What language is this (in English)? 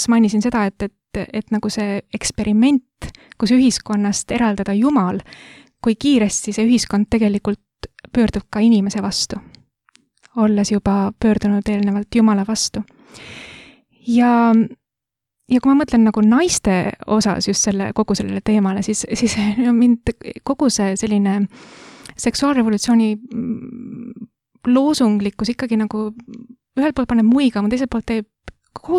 Estonian